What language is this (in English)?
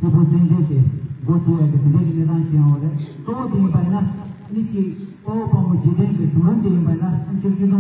Tibetan